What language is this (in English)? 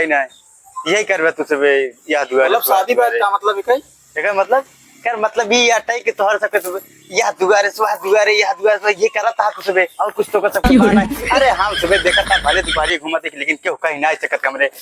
Awadhi